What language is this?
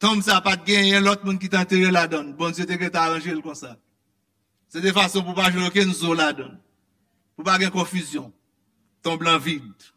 Haitian Creole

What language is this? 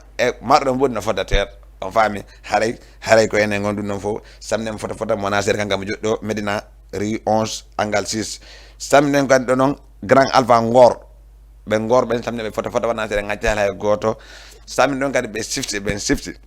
Fula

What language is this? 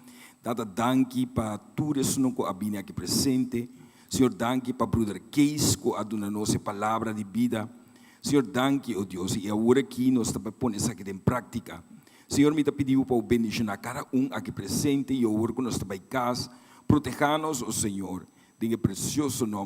Papiamento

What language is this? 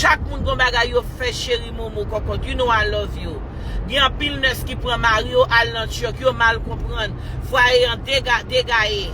Haitian Creole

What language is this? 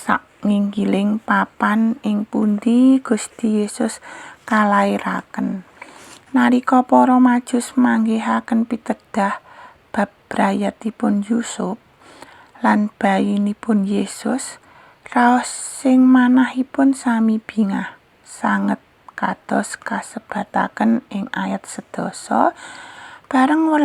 Javanese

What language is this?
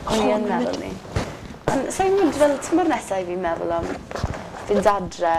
Welsh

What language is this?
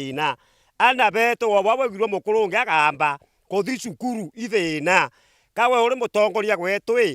Meru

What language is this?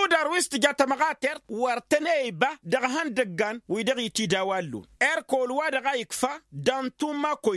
Tamasheq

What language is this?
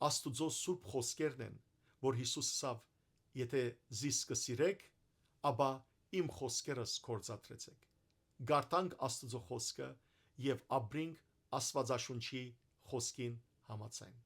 Western Armenian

